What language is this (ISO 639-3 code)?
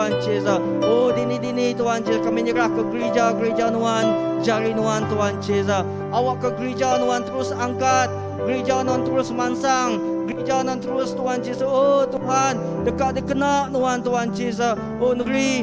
iba